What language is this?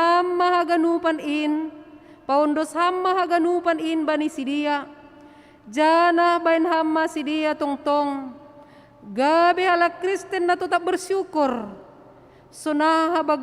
Batak Simalungun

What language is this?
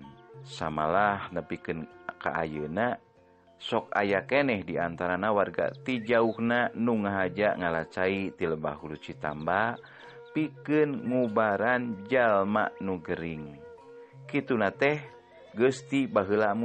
Sundanese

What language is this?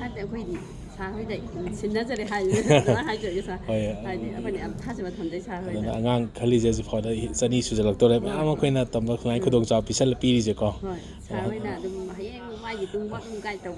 Manipuri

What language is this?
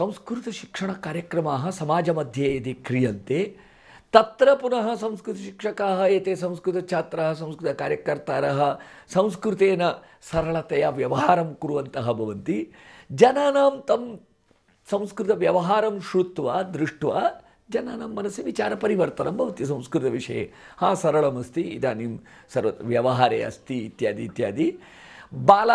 Sanskrit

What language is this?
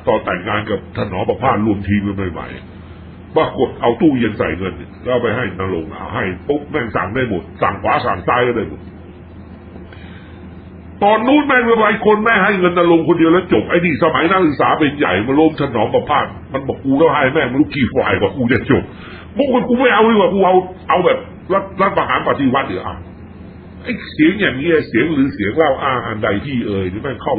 Thai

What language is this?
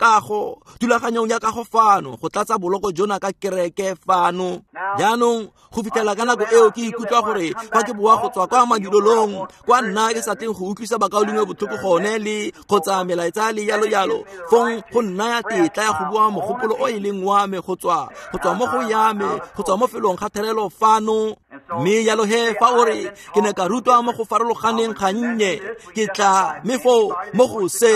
Tswana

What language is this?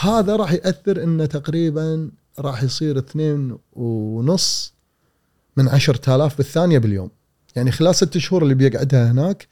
Gulf Arabic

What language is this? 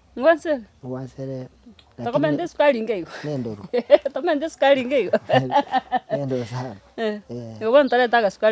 Gusii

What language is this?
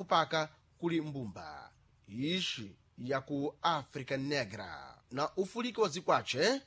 Sena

